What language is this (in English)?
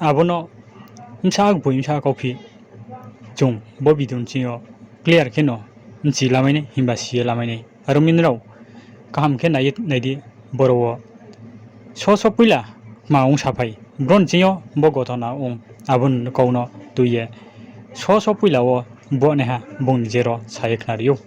Riang (India)